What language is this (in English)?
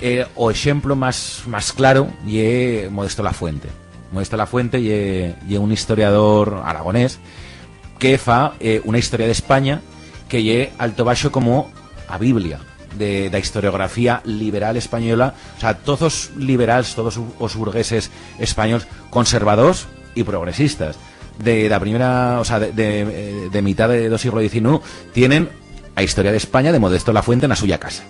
Aragonese